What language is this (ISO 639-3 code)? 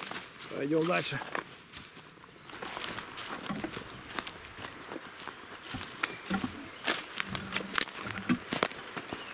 rus